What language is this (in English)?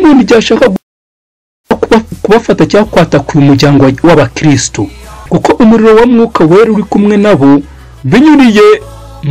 Kinyarwanda